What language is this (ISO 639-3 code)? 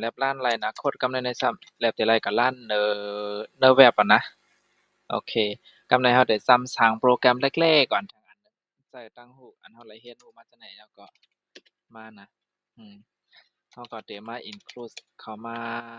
shn